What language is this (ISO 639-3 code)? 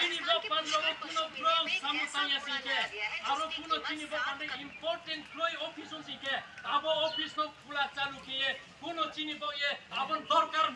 trp